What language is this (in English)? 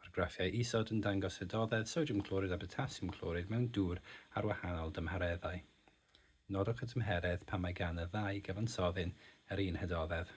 Welsh